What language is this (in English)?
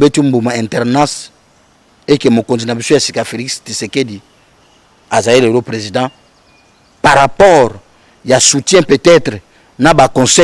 Lingala